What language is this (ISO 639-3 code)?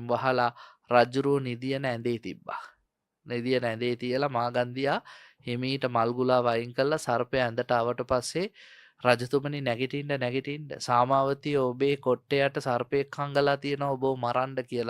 sin